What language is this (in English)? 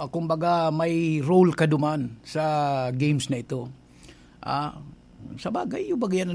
Bikol